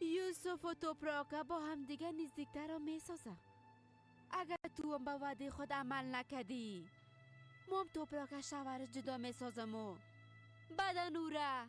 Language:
Persian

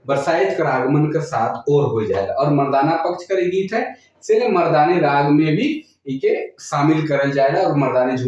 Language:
Sadri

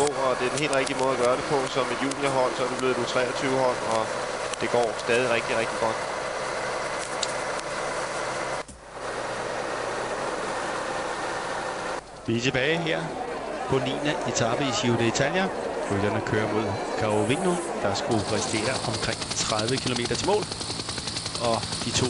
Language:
Danish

